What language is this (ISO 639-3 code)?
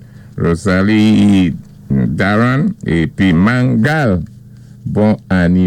acf